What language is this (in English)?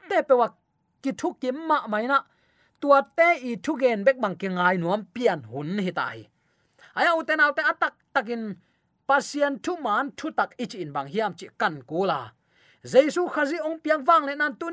Tedim Chin